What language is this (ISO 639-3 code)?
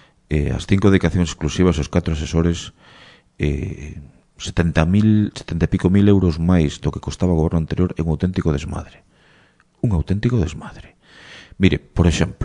glg